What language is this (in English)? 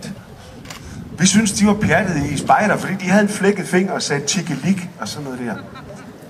Danish